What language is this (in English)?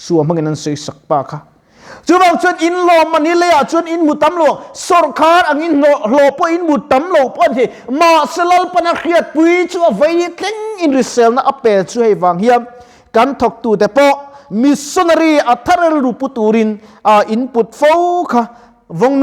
Mizo